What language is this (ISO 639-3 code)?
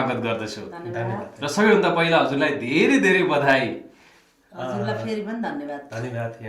nep